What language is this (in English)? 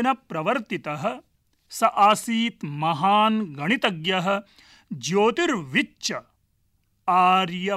Sanskrit